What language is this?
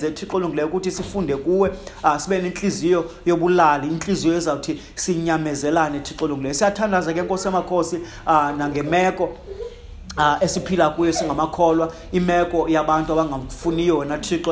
Xhosa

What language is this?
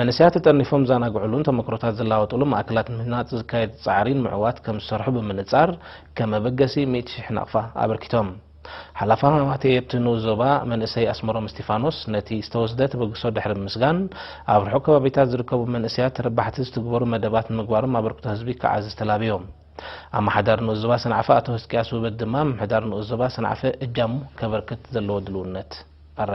Tigrinya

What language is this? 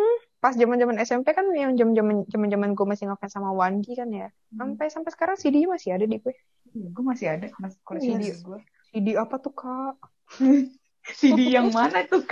Indonesian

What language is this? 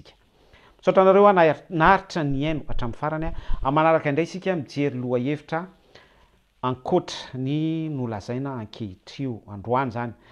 Malagasy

